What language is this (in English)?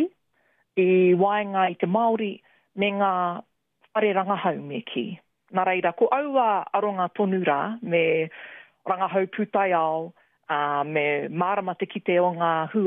Māori